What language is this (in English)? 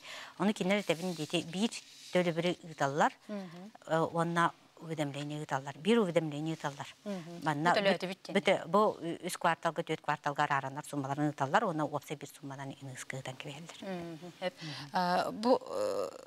Yakut